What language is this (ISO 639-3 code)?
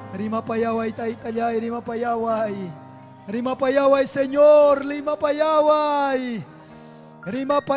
quy